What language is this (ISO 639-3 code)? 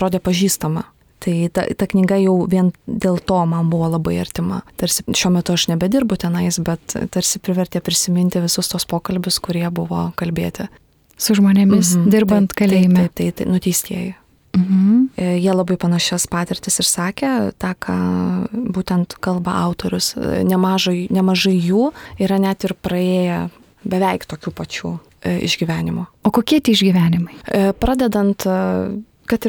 lit